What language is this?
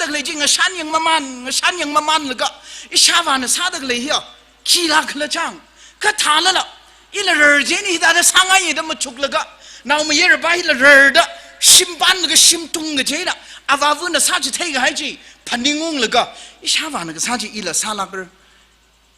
Tangkhul Naga (India)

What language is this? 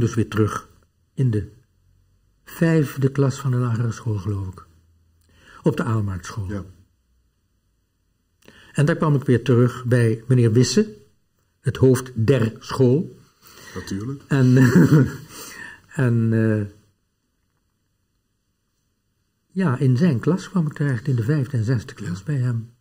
Dutch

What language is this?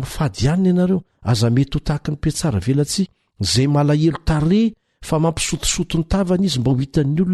Malagasy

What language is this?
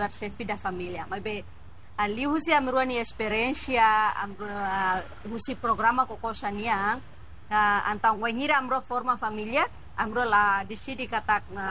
Tetum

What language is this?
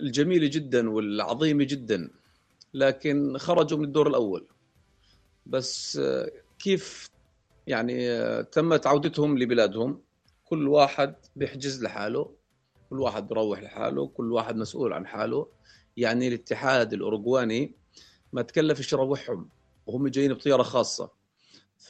North Levantine Arabic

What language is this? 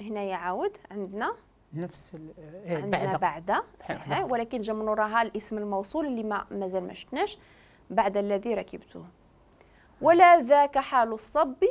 Moroccan Arabic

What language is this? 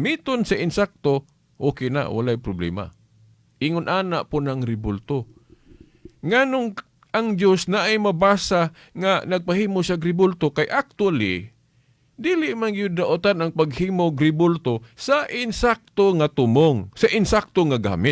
Cebuano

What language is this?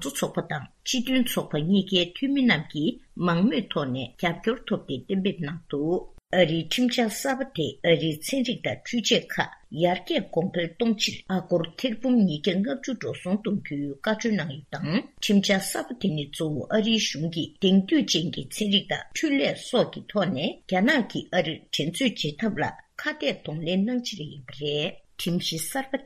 Tibetan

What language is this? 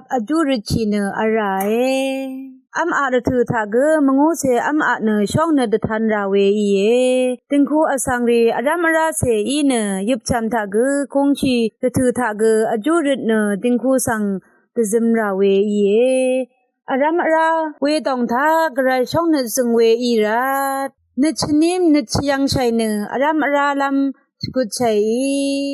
Rawang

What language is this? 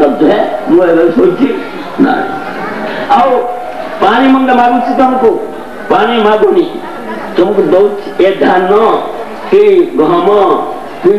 Odia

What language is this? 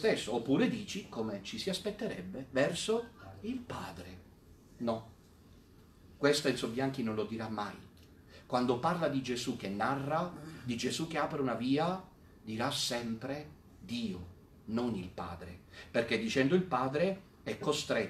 Italian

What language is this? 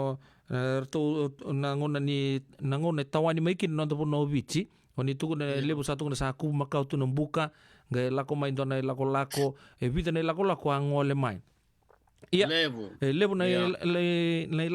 Fijian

